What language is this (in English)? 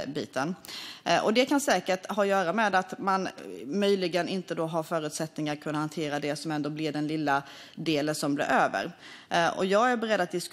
Swedish